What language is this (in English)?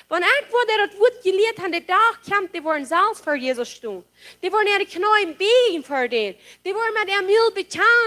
Plautdietsch